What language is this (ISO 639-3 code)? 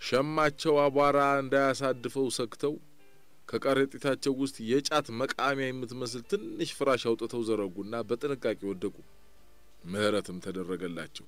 amh